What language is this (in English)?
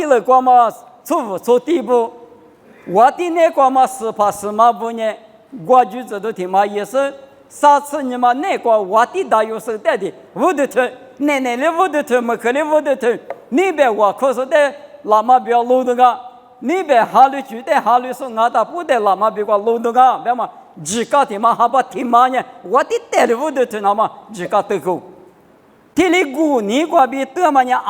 Lisu